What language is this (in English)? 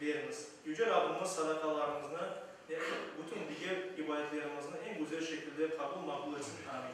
Crimean Tatar